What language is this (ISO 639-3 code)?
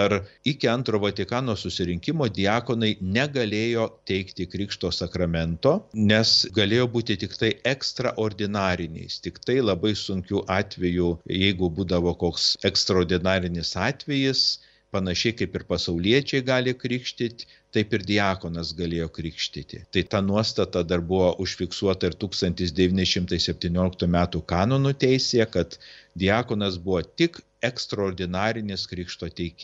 lit